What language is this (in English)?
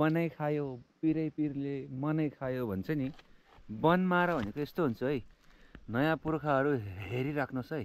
Nepali